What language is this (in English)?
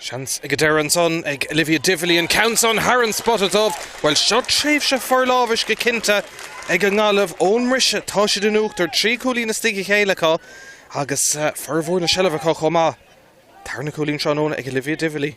Irish